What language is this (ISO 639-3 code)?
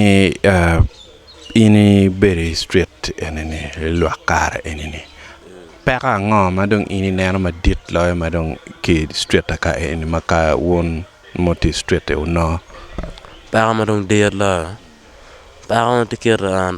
ach